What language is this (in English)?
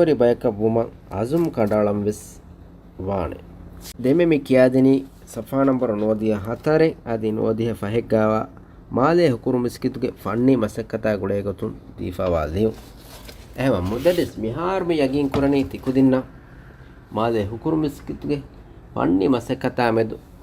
Divehi